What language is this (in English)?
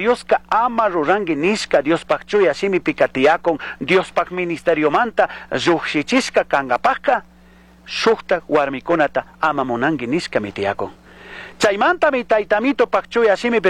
Chimborazo Highland Quichua